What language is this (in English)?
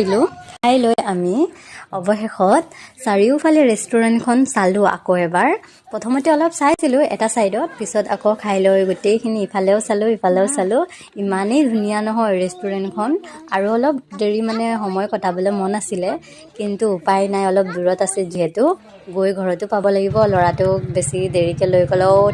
Assamese